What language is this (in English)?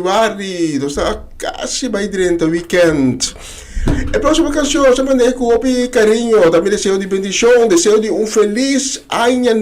Papiamento